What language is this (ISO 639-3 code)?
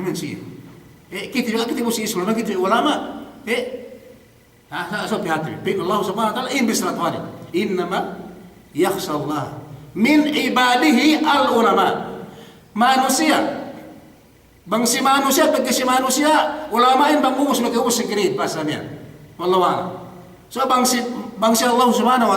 yka